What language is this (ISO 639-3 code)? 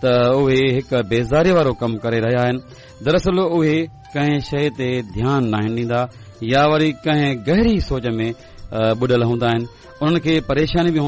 snd